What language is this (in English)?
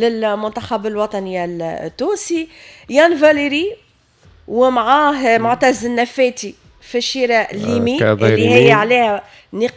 Tunisian Arabic